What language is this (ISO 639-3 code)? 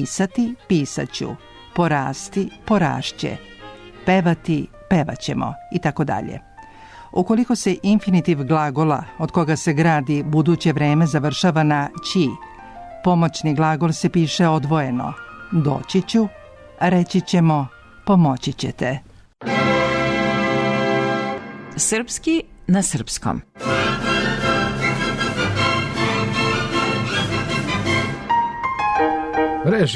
srp